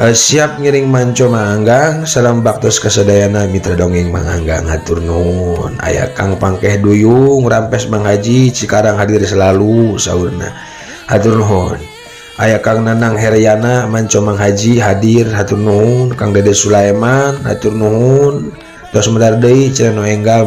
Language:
Sundanese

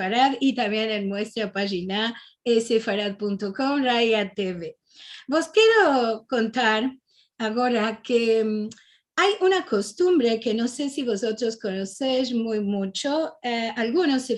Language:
Ladino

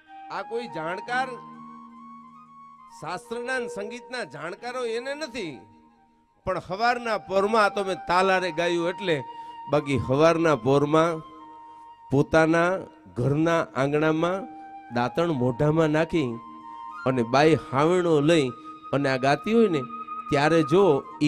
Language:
Gujarati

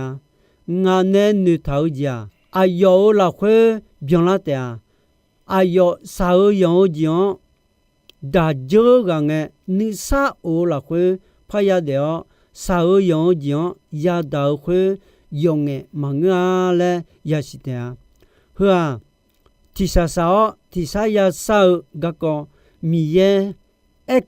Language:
Akha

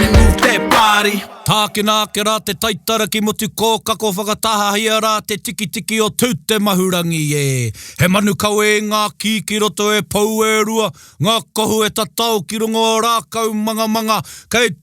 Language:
Māori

